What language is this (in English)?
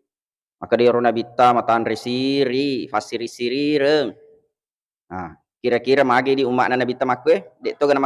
Buginese